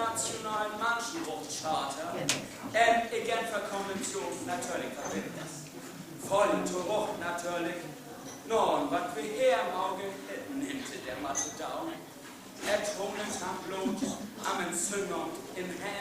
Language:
Northern Frisian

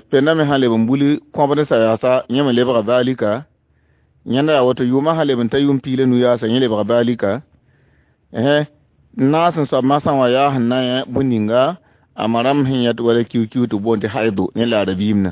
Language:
Mossi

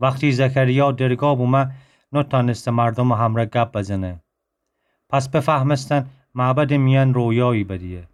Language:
Gilaki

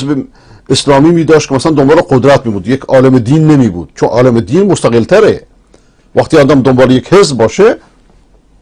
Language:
Persian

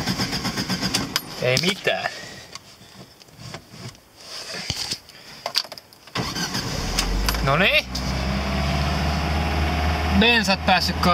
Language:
Finnish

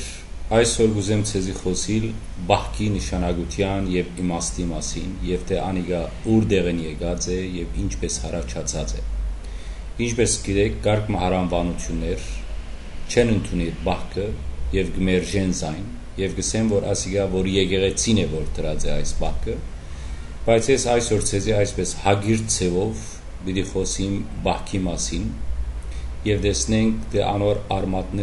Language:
Western Armenian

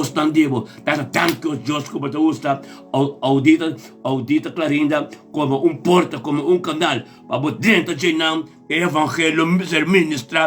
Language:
Papiamento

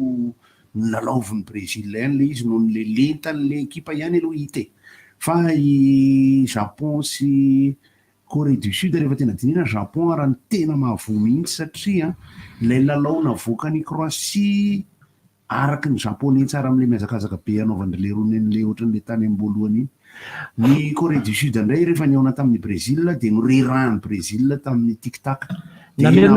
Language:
Malagasy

